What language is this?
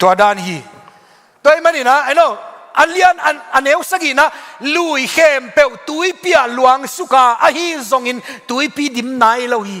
Tedim Chin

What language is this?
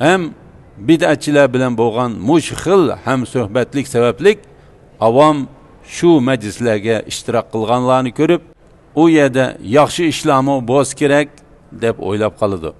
Uyghur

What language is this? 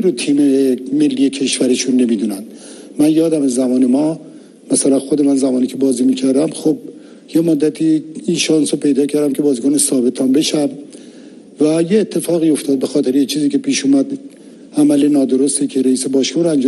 Persian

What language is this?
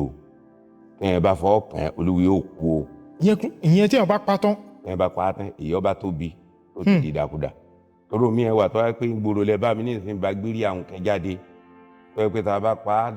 Yoruba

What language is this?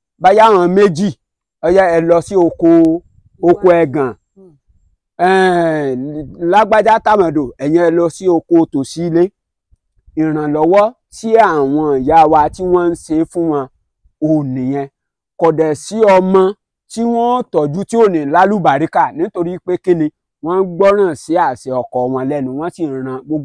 Yoruba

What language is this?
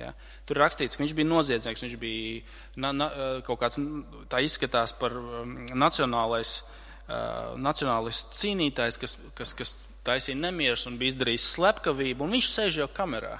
Latvian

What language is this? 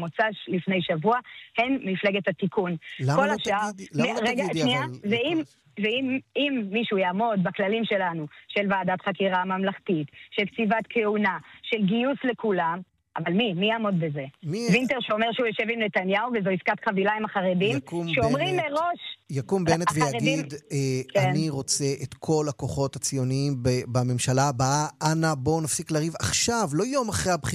Hebrew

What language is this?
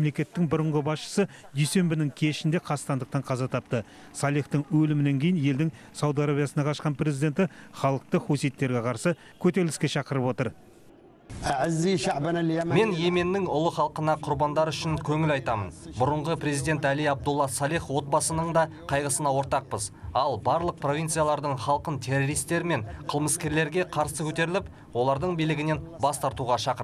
Kazakh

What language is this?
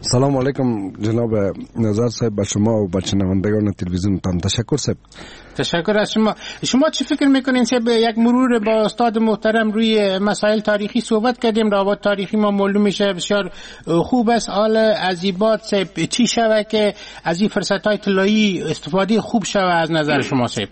Persian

